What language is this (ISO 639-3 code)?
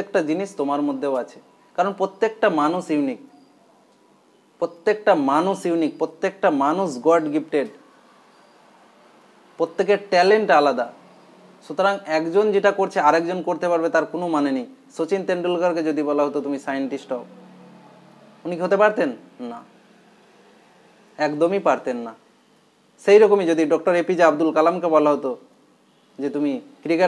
ben